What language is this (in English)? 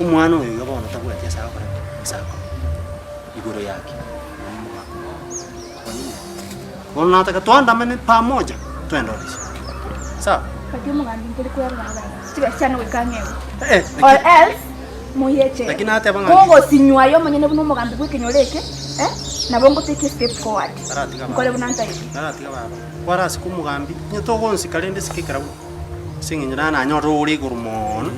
Gusii